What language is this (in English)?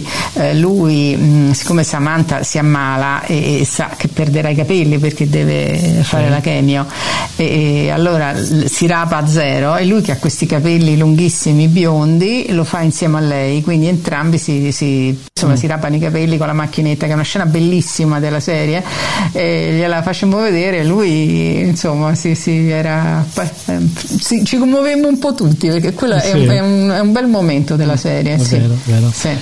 Italian